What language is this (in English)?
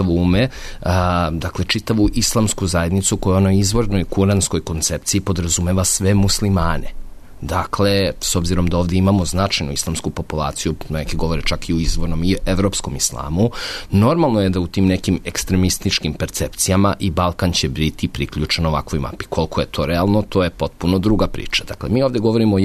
Serbian